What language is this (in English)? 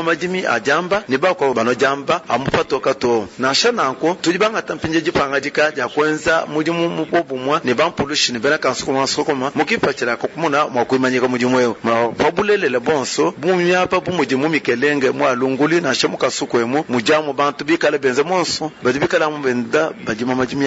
Luba-Lulua